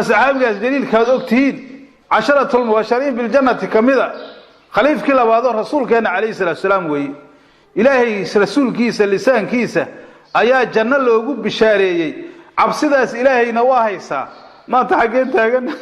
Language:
Somali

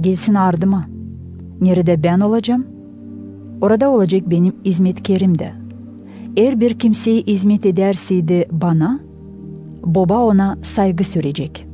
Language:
Gagauz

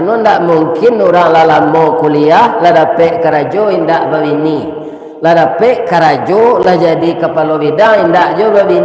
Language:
Minangkabau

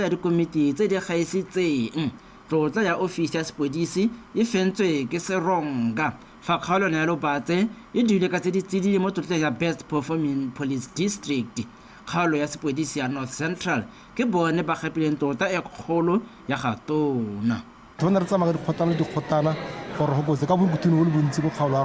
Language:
Tswana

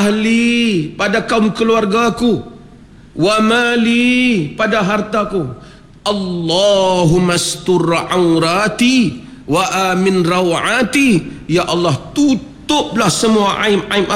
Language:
Malay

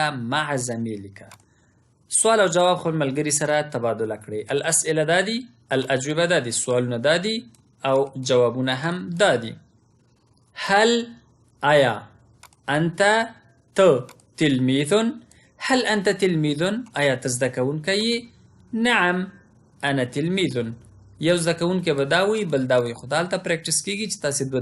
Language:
Pashto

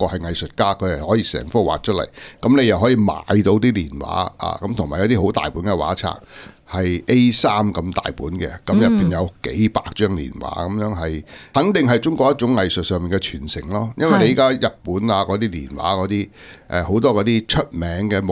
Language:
Cantonese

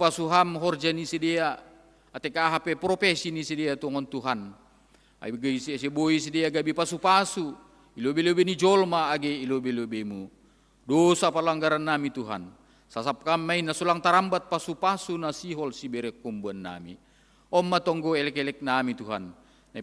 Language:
Batak Simalungun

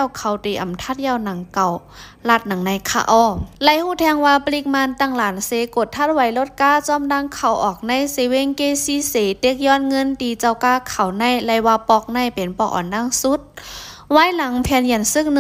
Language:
Lao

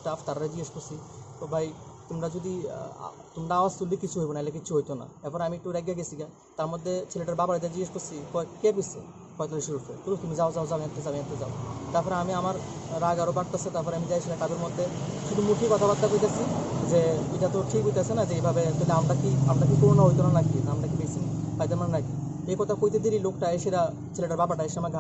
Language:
Bangla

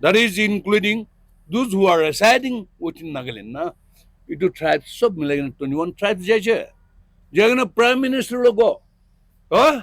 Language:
Naga Pidgin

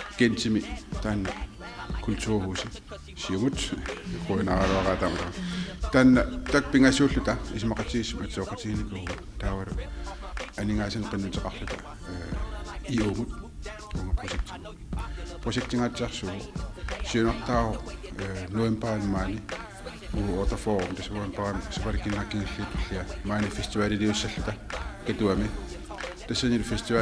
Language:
Kalaallisut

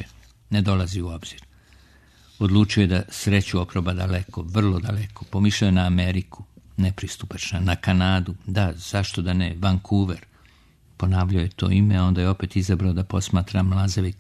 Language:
Serbian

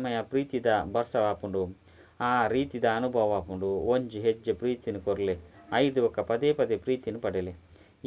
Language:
Tulu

